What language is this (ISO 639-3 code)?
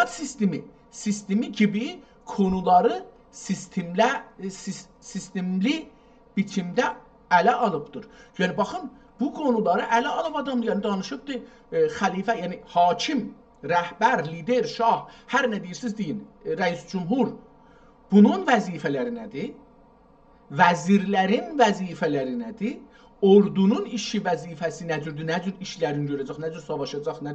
azb